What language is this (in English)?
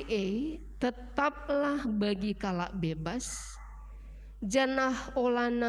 Batak Karo